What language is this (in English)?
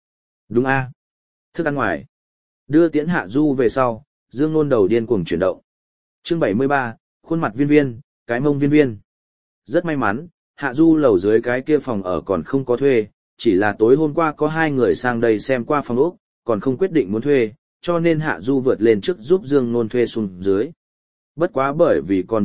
Vietnamese